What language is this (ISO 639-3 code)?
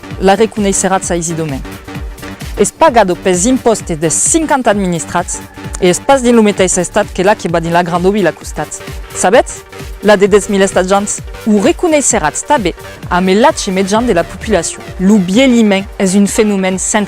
oci